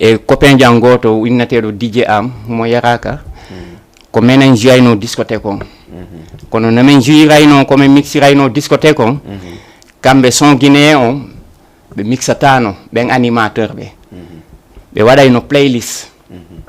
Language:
Fula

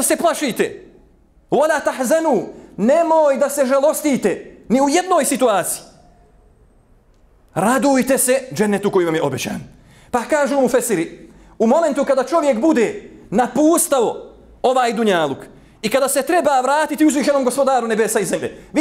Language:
Bosnian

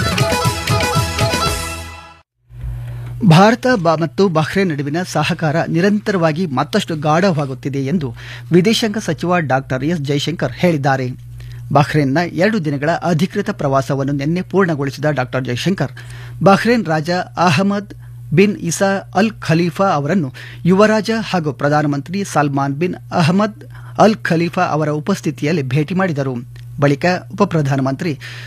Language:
Kannada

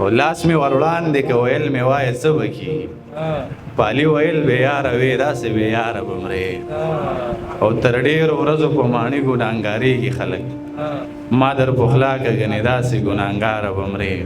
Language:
Pashto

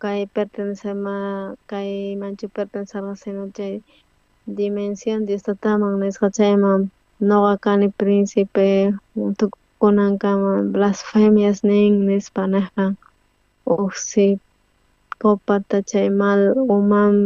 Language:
South Bolivian Quechua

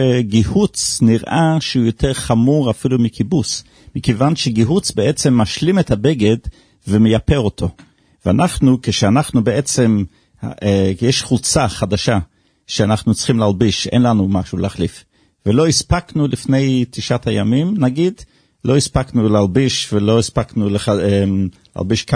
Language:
Hebrew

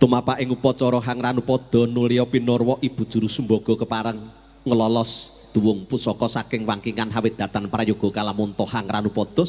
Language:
Javanese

